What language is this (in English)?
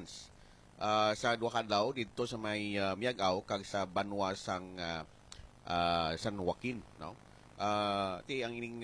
Hiligaynon